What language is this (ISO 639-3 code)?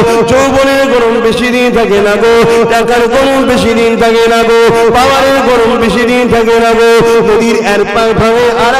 ben